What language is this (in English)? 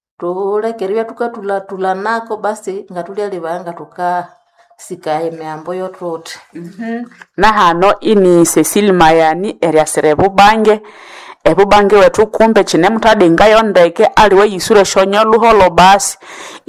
Nande